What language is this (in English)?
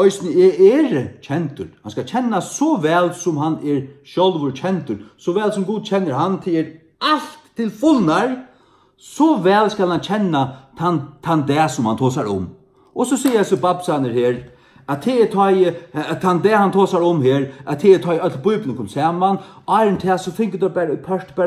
Faroese